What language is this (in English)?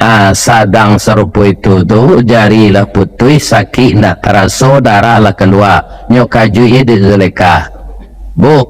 Minangkabau